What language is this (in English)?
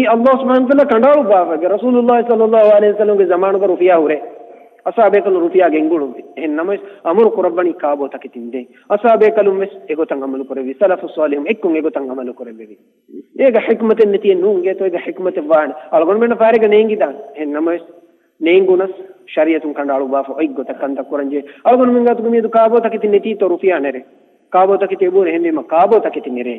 Divehi